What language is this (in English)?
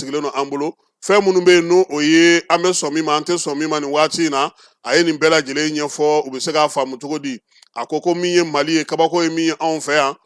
Bambara